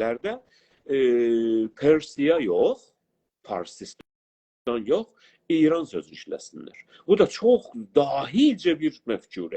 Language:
South Azerbaijani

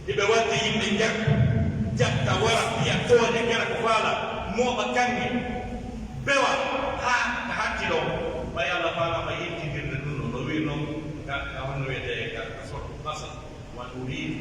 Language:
Pular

